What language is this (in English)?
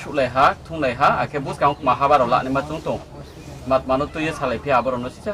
Riang (India)